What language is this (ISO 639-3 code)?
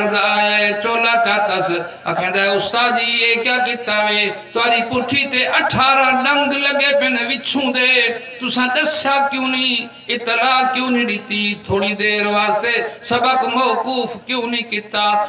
skr